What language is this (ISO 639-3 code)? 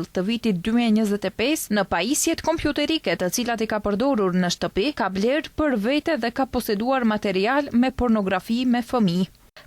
sqi